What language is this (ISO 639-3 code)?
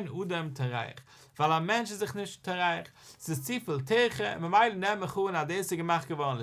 yid